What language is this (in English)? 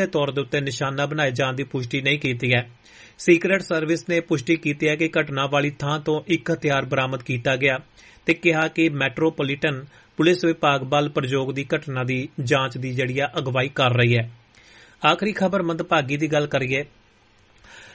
Punjabi